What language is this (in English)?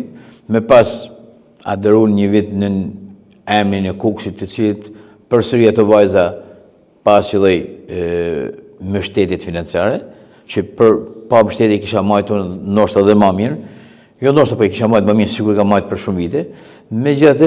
Albanian